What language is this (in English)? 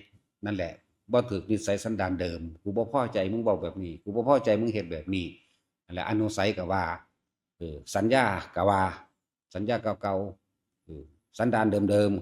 Northeastern Thai